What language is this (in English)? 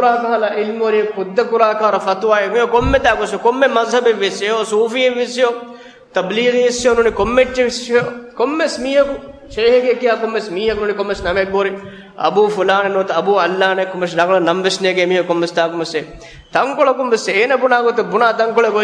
Divehi